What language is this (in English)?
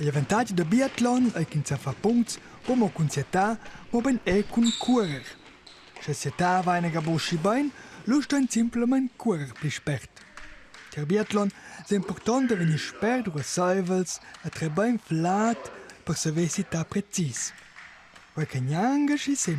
Romansh